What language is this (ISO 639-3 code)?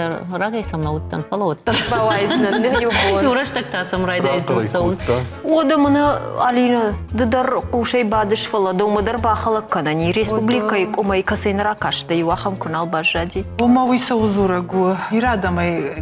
oss